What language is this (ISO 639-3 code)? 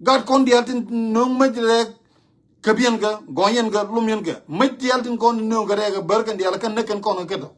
nus